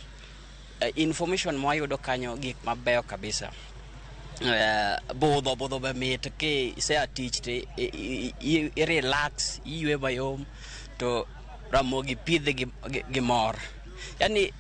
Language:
Luo (Kenya and Tanzania)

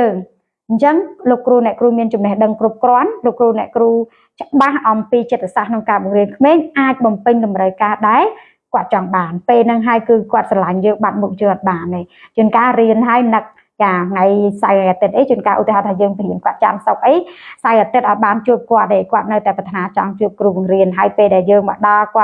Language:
Khmer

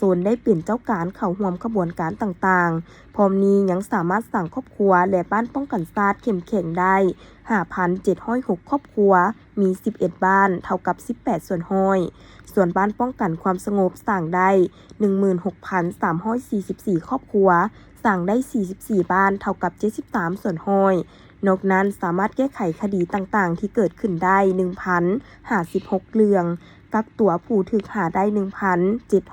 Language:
Lao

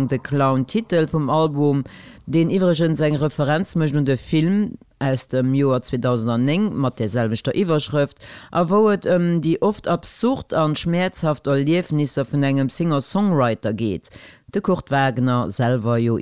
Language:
Luxembourgish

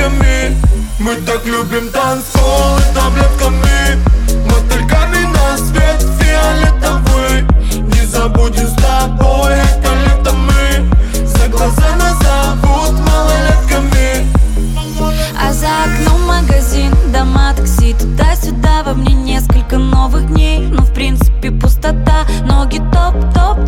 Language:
Russian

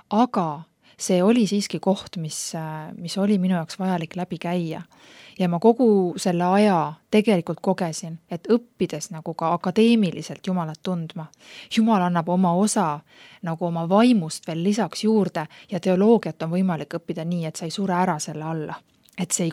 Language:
Estonian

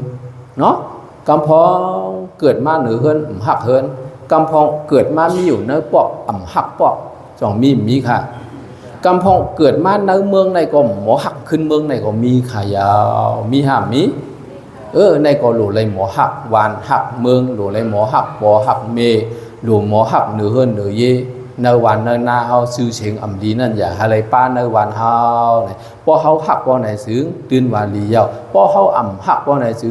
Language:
Shan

